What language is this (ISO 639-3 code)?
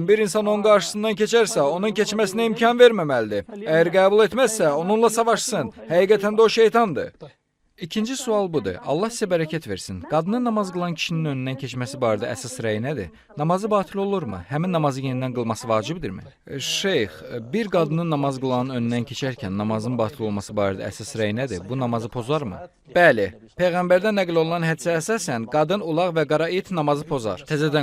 aze